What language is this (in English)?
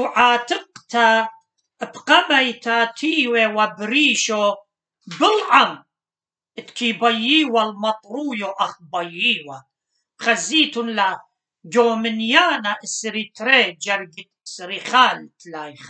Assyrian Neo-Aramaic